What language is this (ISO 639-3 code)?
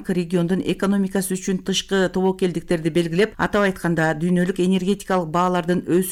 kir